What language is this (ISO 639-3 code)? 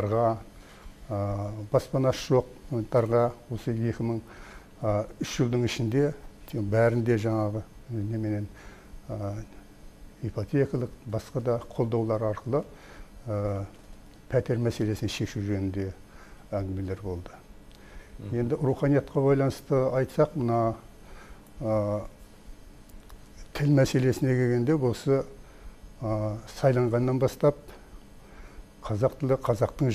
kaz